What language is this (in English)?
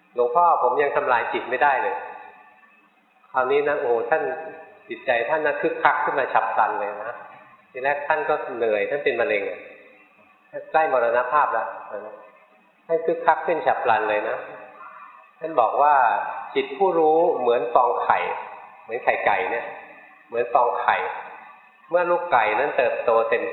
Thai